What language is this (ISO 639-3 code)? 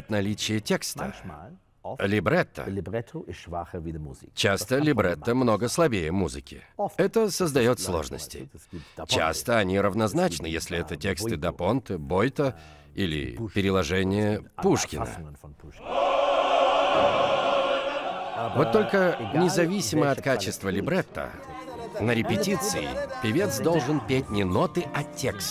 rus